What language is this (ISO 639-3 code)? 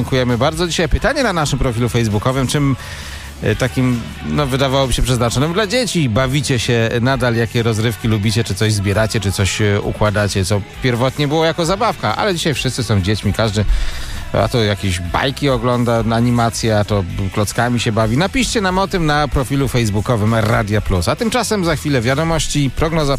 pol